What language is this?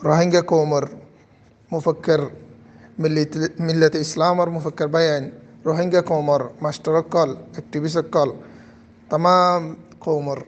Rohingya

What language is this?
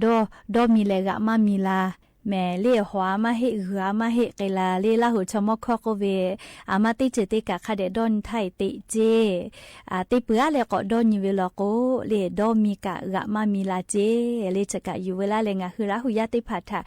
Lahu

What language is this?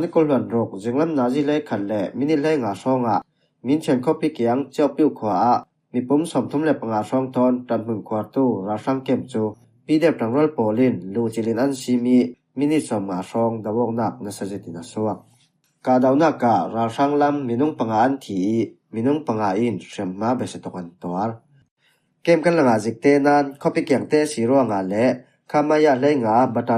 Falam Chin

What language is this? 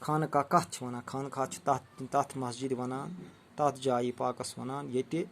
Kashmiri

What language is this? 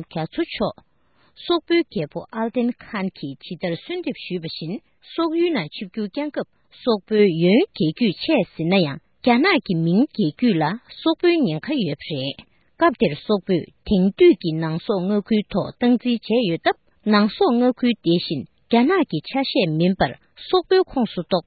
Tibetan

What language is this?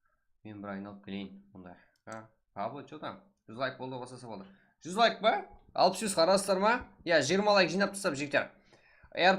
Kara-Kalpak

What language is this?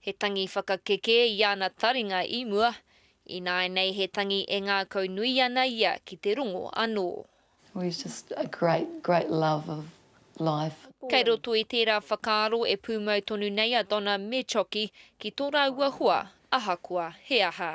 Māori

